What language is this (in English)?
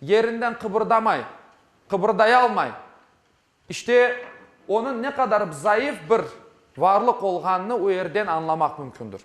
Crimean Tatar